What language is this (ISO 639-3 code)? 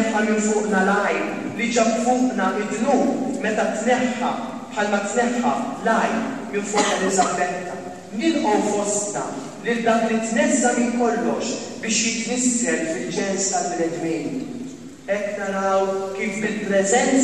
mlt